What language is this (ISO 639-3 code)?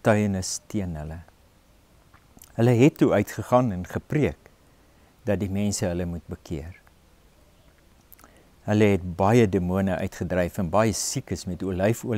afr